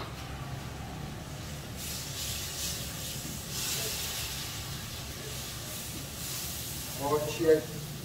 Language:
Persian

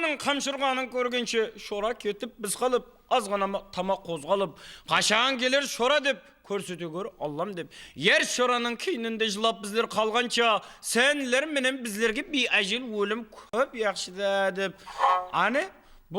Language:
Kara-Kalpak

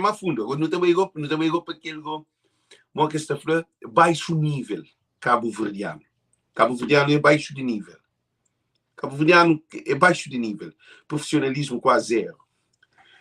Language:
Kabuverdianu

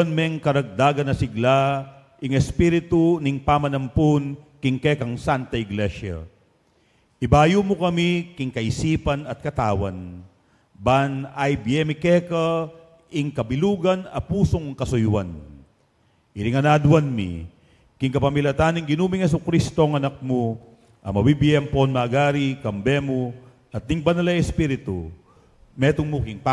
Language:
Pampanga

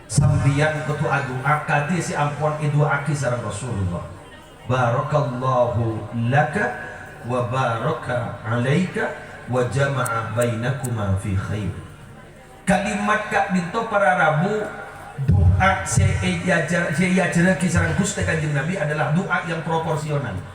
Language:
Madurese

